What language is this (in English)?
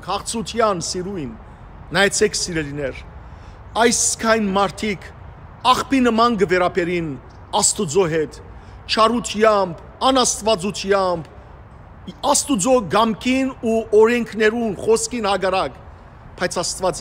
Western Armenian